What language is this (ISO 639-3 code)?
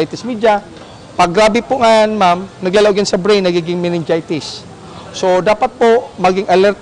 bik